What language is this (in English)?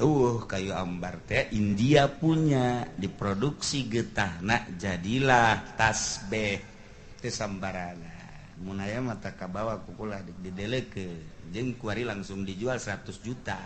Sundanese